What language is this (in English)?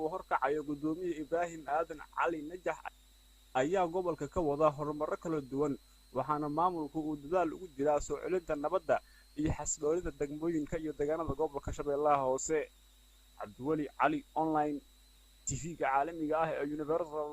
Somali